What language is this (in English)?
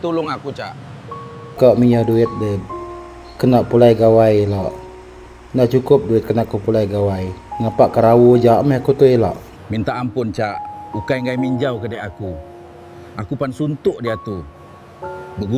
Iban